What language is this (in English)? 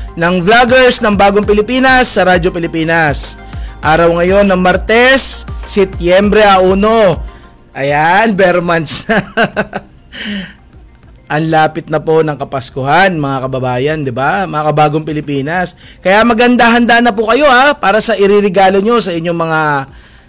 Filipino